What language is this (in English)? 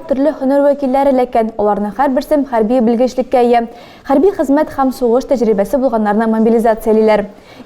Tatar